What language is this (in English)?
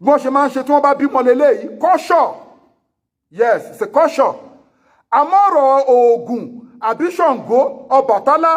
Yoruba